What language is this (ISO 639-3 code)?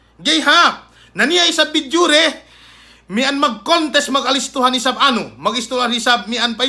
yka